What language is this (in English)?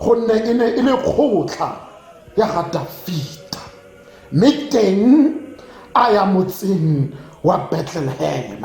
Tswana